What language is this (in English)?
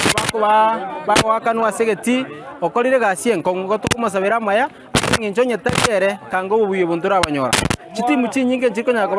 Gusii